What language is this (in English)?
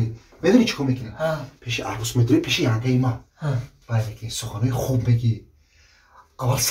Tajik